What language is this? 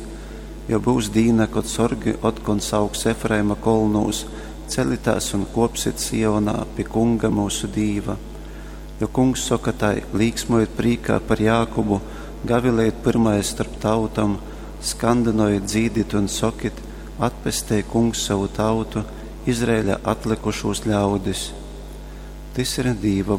Latgalian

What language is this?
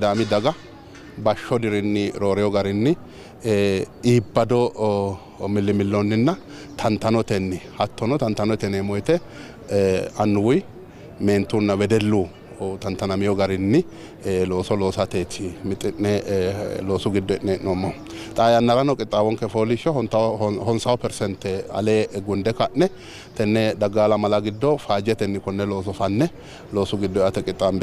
Sidamo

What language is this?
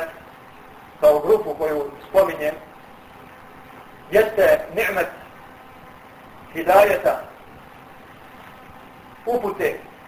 Bosnian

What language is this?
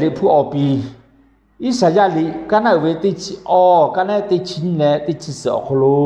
Lahu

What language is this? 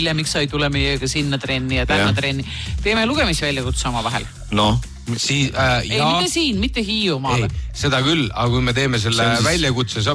Estonian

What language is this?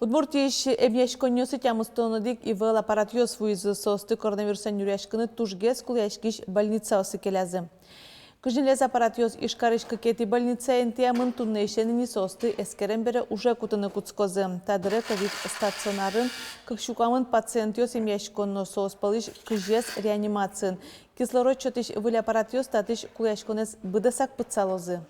Udmurt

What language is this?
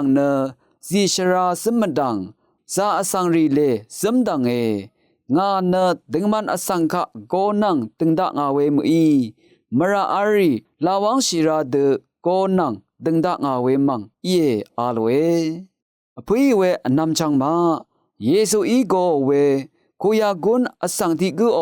Rawang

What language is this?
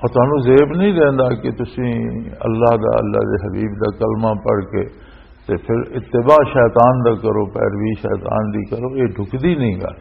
Western Panjabi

